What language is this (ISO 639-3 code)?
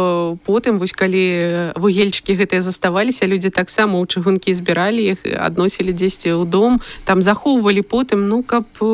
bel